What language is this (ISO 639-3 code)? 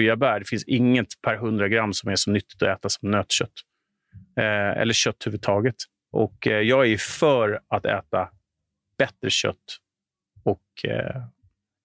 swe